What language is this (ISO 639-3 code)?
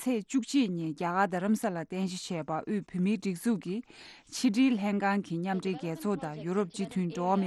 bod